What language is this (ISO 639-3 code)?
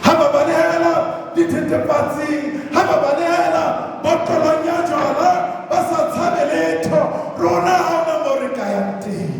sot